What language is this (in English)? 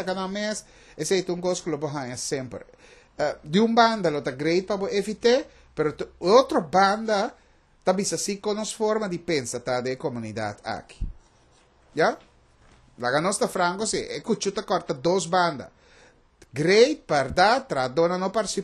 Papiamento